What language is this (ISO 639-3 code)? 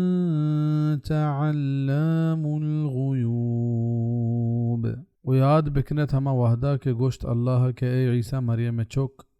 bal